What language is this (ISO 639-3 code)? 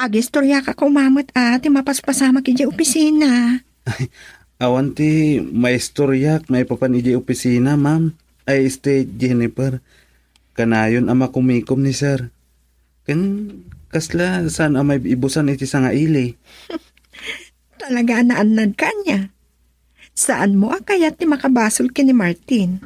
ilo